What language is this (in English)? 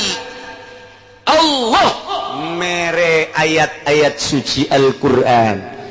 Sundanese